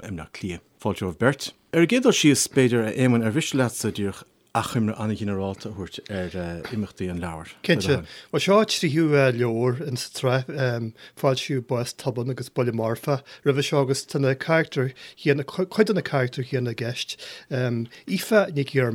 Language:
Irish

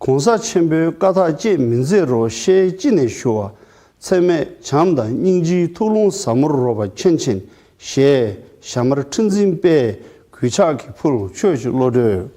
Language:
Tibetan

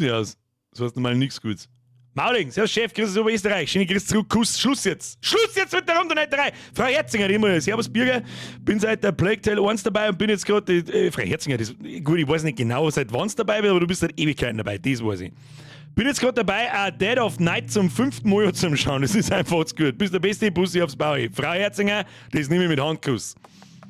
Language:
Bavarian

